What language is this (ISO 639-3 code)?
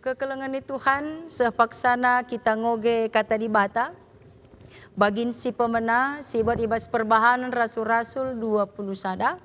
btx